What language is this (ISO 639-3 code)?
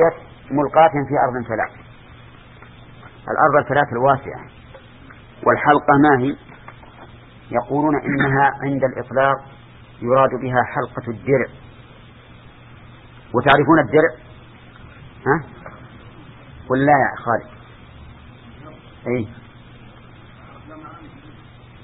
ara